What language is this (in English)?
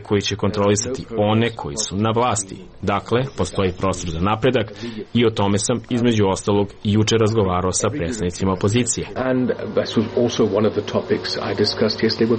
Serbian